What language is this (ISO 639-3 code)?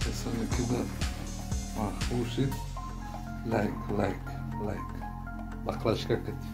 tgk